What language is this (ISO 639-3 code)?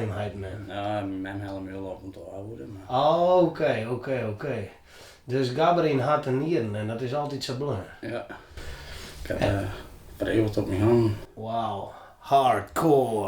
fry